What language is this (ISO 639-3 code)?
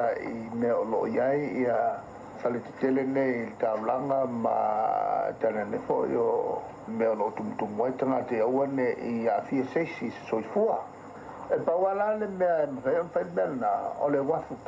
smo